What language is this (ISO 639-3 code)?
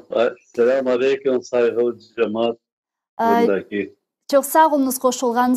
crh